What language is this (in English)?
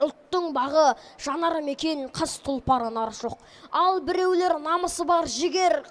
Kyrgyz